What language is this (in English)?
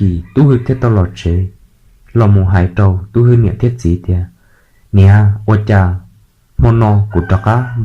Hmong